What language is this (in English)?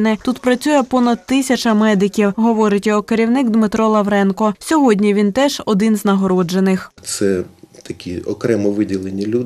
Ukrainian